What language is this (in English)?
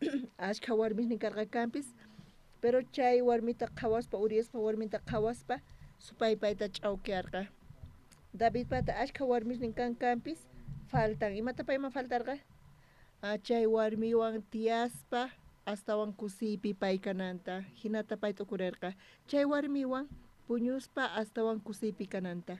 South Bolivian Quechua